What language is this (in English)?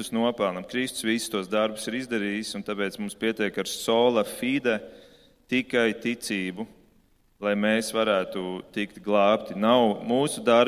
Latvian